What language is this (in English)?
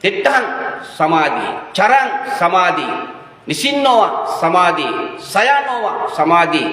Sinhala